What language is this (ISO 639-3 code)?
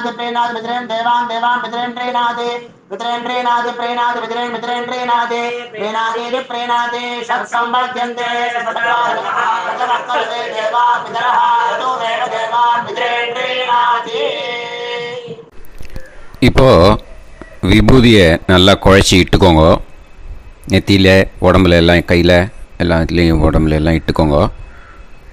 tam